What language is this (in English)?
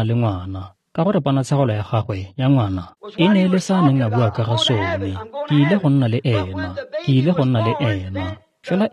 Tswana